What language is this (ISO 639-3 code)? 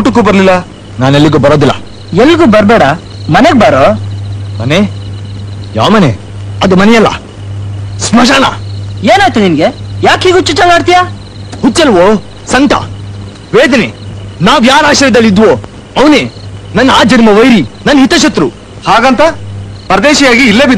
kan